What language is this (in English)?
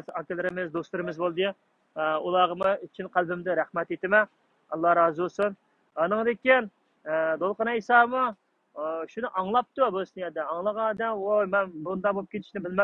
Uyghur